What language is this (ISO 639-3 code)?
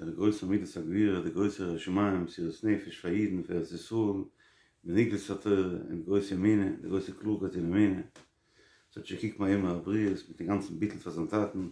yid